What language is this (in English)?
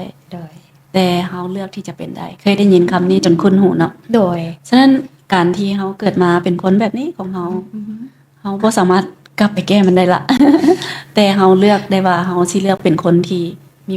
Lao